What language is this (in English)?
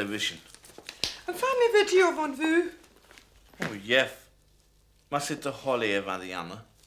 Scottish Gaelic